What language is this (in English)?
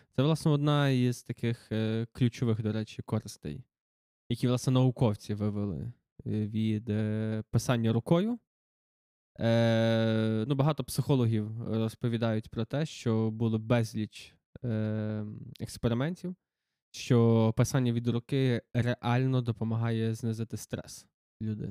Ukrainian